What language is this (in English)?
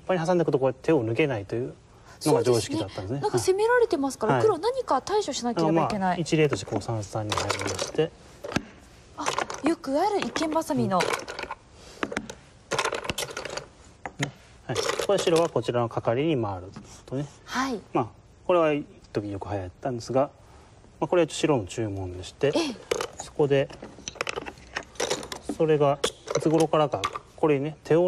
Japanese